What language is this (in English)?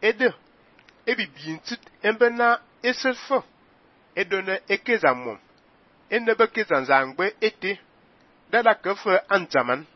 Fang